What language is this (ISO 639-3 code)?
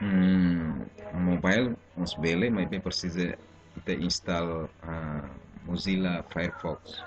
tet